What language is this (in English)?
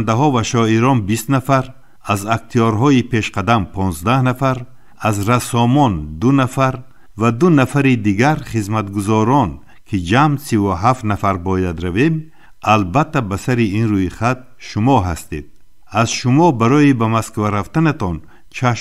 Tajik